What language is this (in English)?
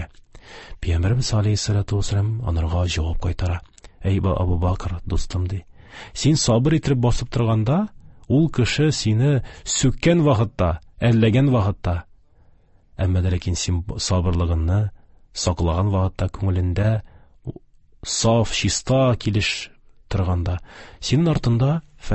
Tatar